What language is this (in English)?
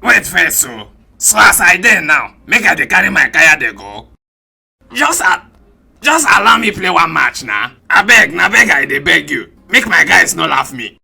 Nigerian Pidgin